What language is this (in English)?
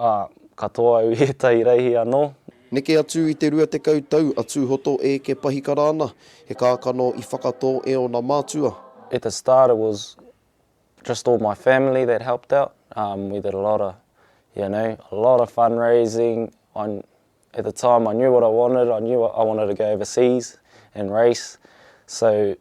Māori